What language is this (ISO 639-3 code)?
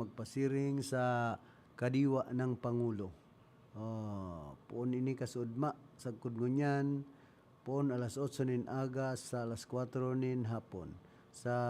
bik